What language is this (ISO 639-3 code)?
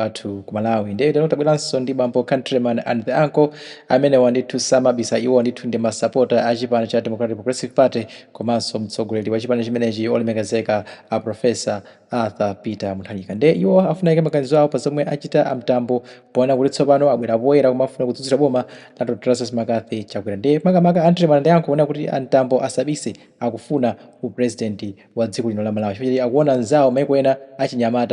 nya